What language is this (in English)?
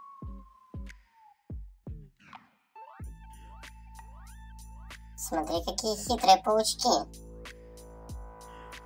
Russian